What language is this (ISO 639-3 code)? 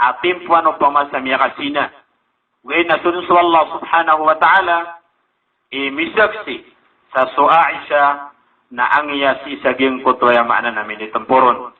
mrw